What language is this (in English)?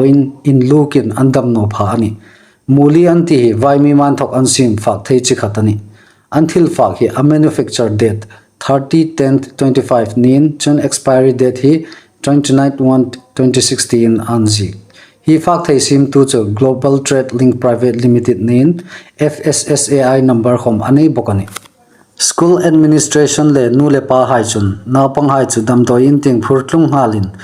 Hmar